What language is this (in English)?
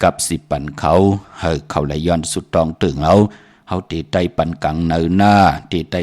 Shan